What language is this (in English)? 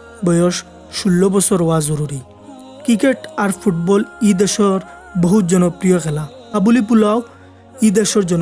Sylheti